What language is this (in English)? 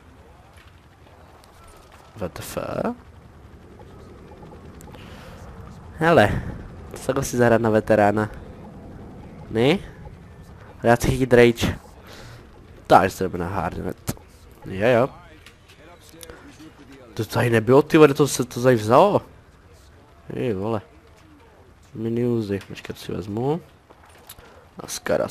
Czech